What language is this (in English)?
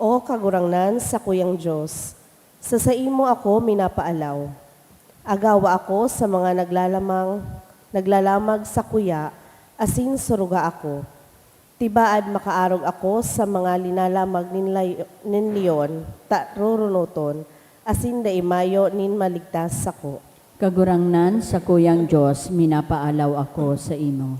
Bikol